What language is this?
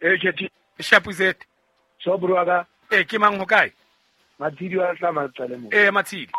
Southern Sotho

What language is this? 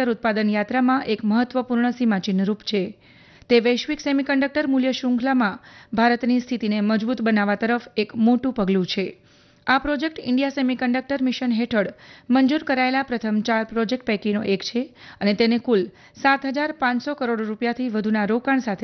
Gujarati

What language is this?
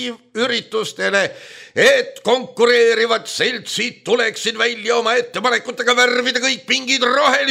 Estonian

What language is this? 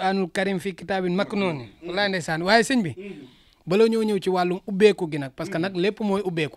Wolof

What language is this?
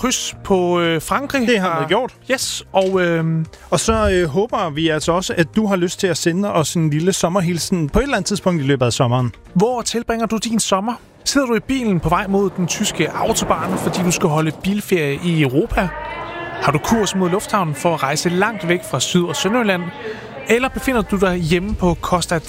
Danish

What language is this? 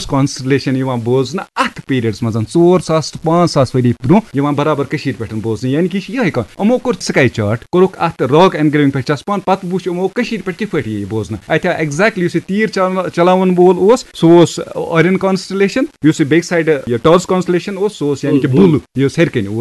Kashmiri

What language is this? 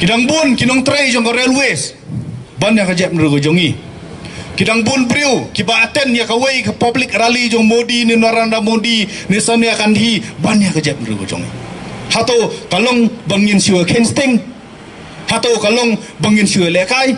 Khasi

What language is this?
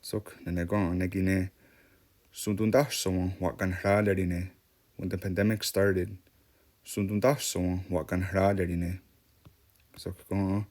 Mohawk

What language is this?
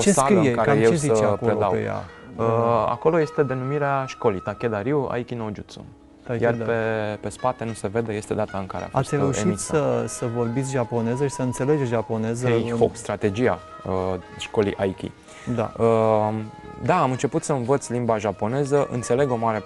Romanian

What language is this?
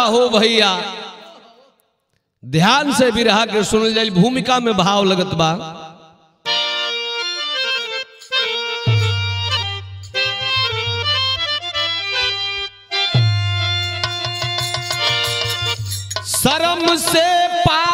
Bhojpuri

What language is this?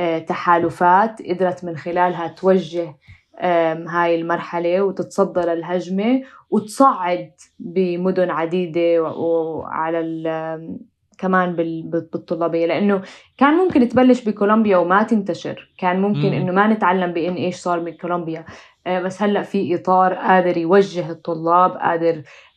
North Levantine Arabic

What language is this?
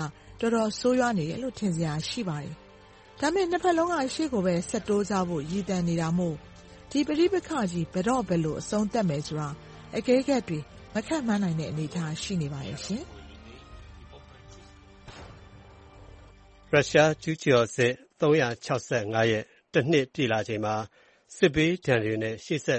Burmese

